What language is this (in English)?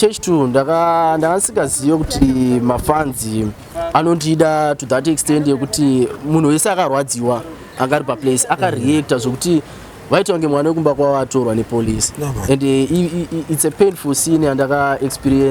Shona